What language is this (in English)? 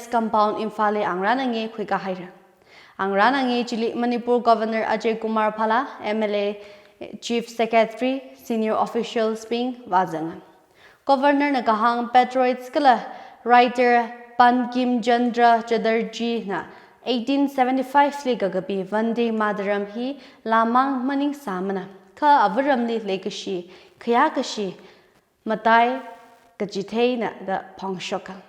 Tangkhul Naga (India)